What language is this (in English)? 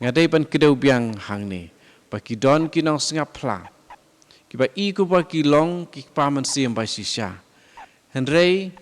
Khasi